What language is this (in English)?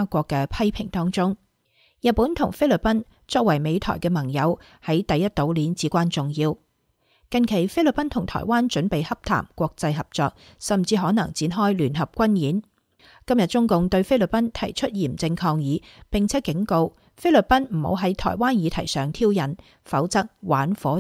Cantonese